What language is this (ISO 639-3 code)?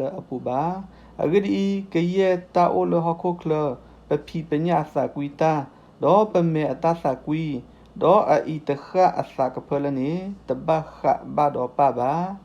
ksw